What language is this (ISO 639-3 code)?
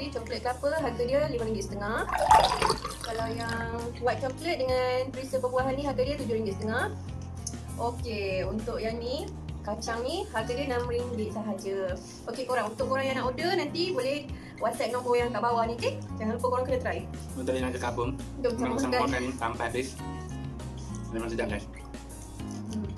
msa